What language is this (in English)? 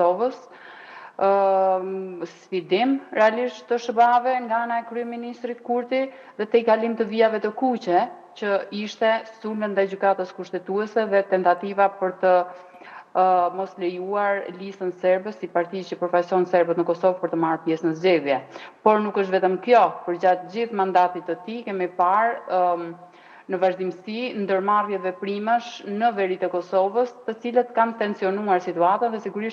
Albanian